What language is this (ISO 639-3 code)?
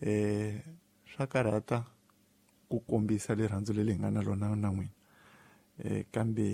tso